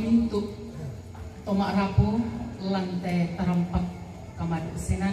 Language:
Toraja-Sa'dan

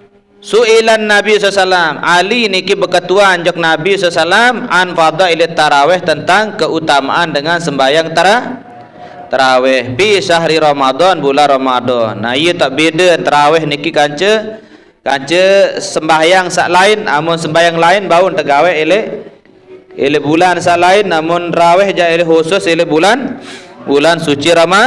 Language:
Sasak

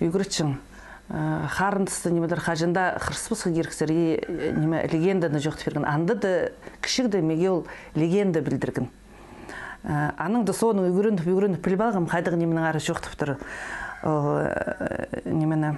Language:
Khakas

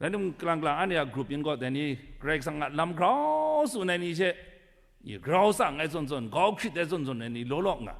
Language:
Kachin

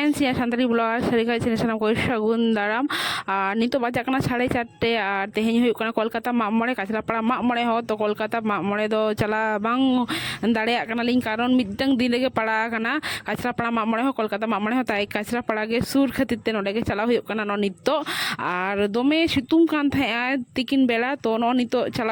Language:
Santali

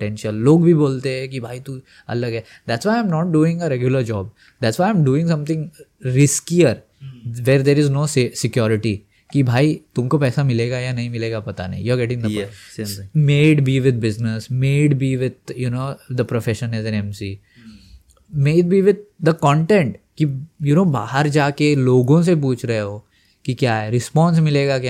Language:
Hindi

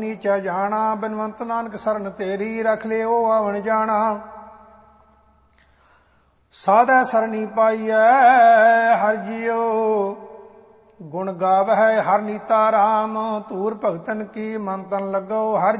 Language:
Punjabi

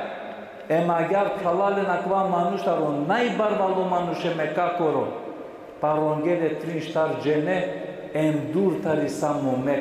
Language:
Balkan Romani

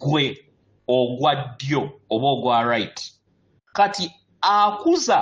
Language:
Ganda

